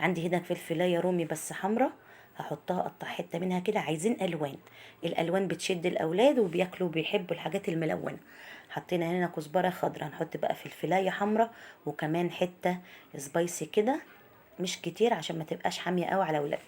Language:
Egyptian Arabic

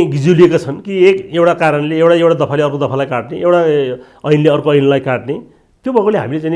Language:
Nepali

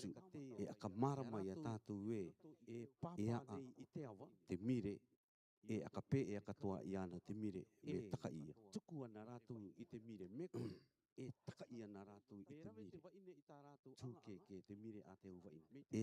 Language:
Rarotongan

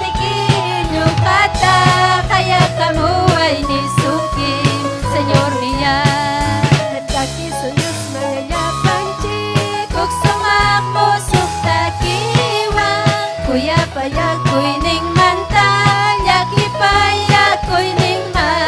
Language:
Ayacucho Quechua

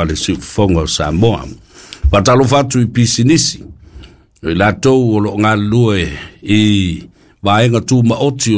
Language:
Samoan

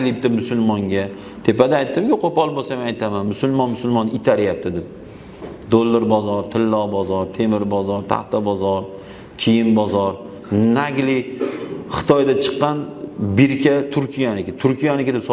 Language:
Uzbek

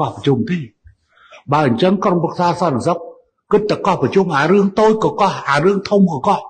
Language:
Khmer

